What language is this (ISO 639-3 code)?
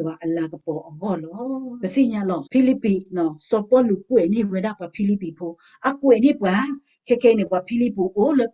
ksw